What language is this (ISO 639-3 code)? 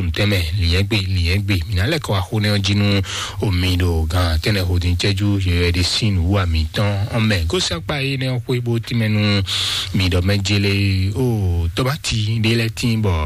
fon